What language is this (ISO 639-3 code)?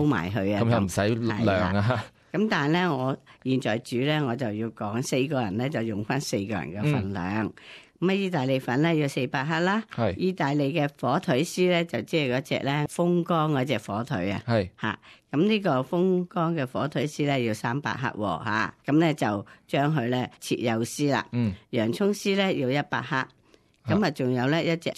yue